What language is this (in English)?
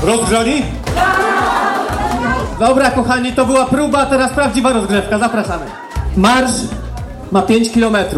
Polish